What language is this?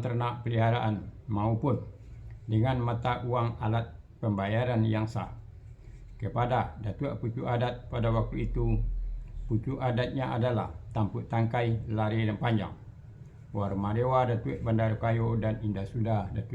Minangkabau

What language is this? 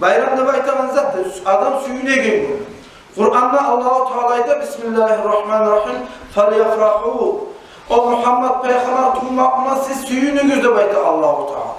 Kumyk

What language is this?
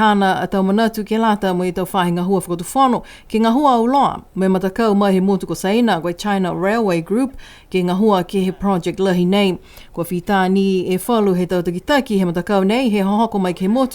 Niuean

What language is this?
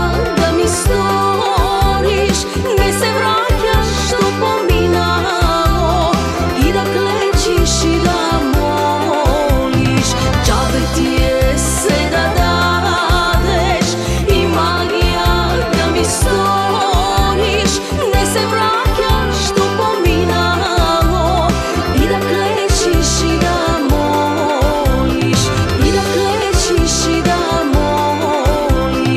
Macedonian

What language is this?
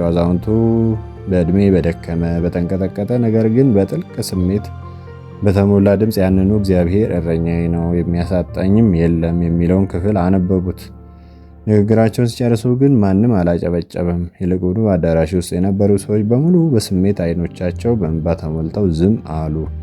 Amharic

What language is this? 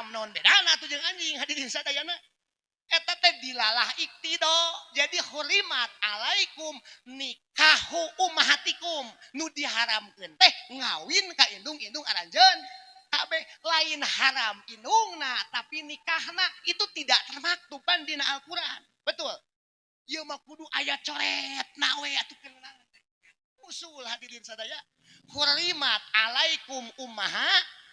Sundanese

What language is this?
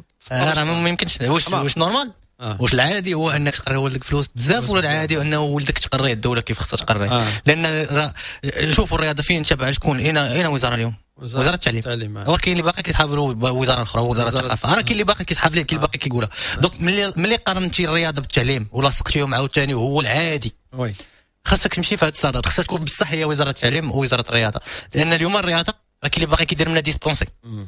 Moroccan Arabic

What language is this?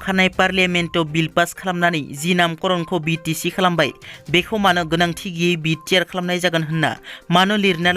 Bodo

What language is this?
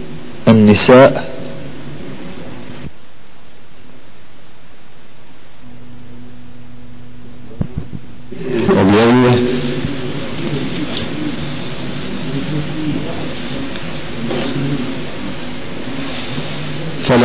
Bosnian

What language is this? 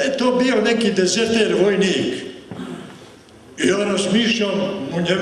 Serbian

